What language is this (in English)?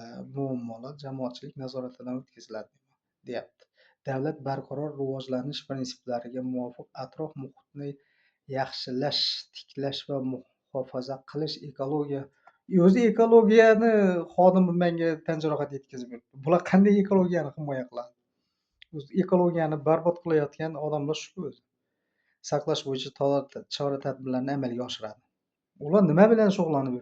Uzbek